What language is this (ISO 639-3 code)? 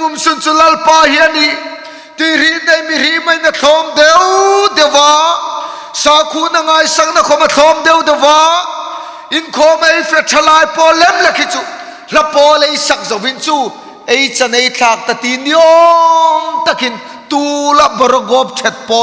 hmr